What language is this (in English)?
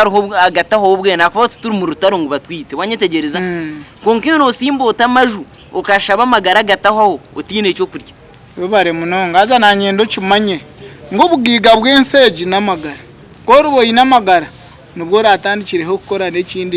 Nyankole